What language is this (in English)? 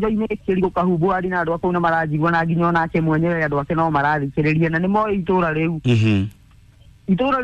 Kikuyu